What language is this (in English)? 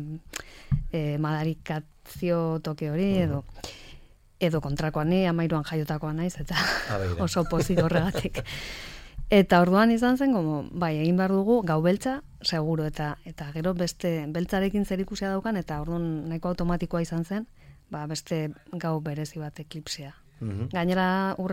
Basque